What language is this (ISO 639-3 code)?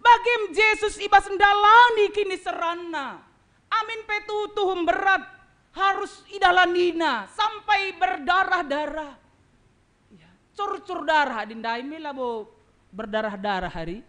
btx